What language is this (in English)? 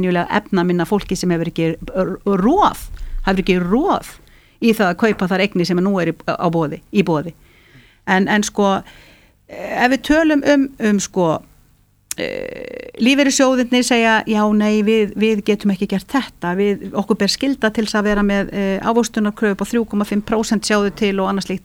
Icelandic